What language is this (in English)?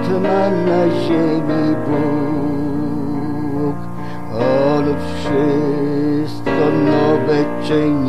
Polish